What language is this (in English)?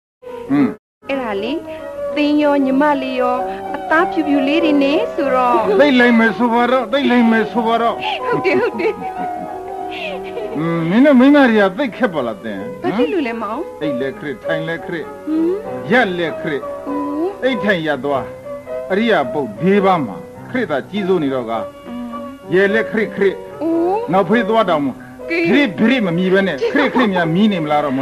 Burmese